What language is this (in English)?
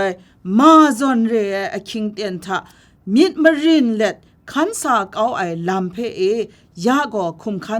Kachin